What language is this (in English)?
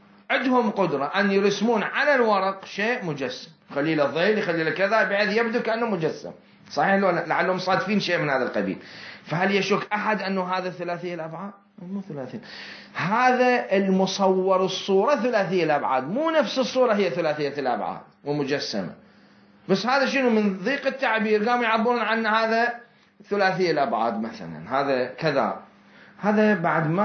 Mesopotamian Arabic